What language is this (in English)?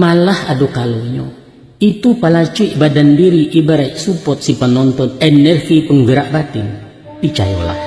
Minangkabau